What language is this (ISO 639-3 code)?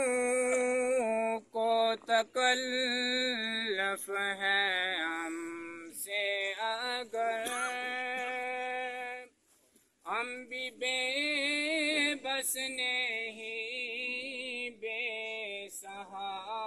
urd